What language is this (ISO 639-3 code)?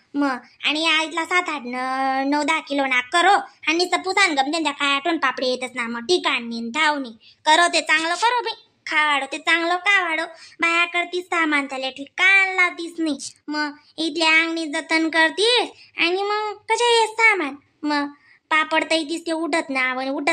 khn